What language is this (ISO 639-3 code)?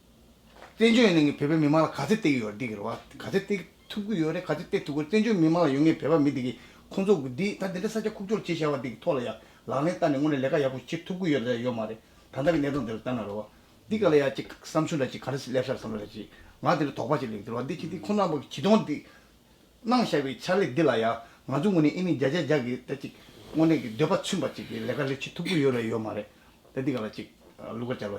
bod